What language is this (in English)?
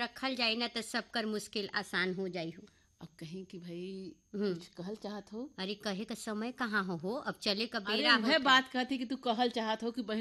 Bhojpuri